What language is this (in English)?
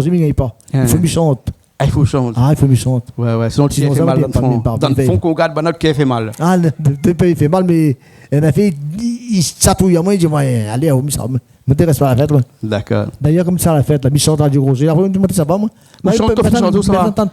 Réunion Creole French